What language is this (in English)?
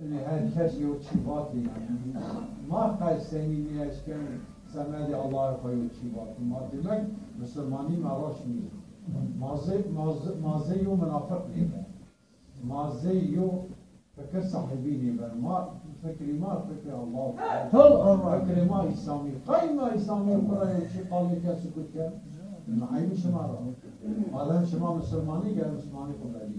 Zaza